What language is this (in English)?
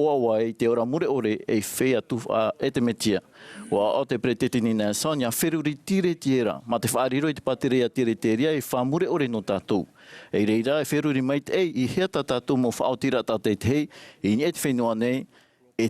Tahitian